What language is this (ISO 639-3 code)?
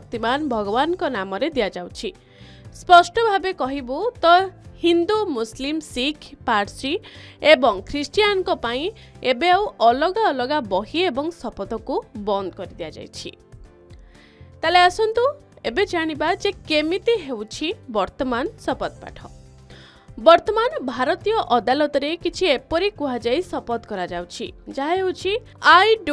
ori